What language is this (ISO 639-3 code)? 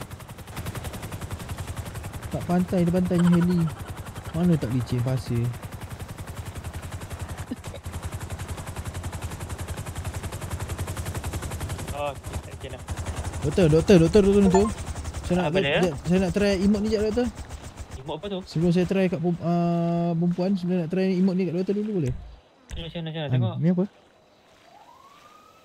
msa